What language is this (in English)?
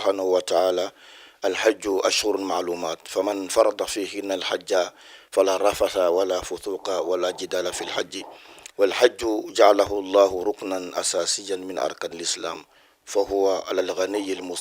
Bambara